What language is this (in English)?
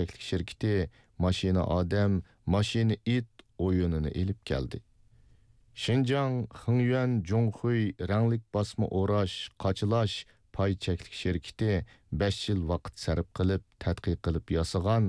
Uyghur